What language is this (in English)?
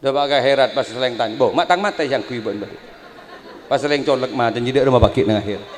Madurese